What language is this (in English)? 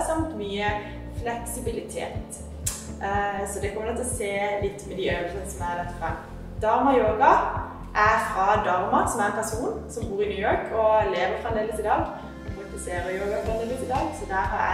Norwegian